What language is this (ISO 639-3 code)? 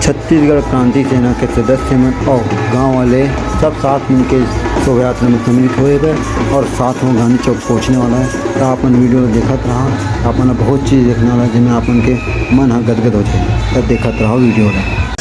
hne